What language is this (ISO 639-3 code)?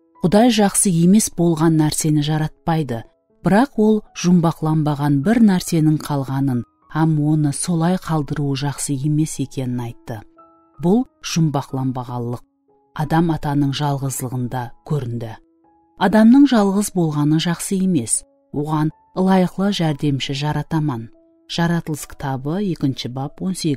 kaa